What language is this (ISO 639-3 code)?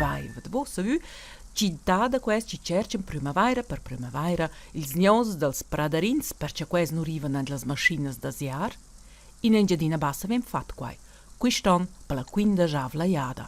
roh